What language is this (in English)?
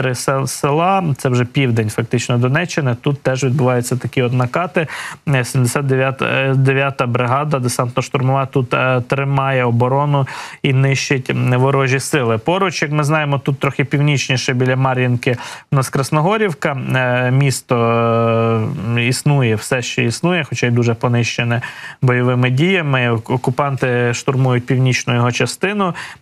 Ukrainian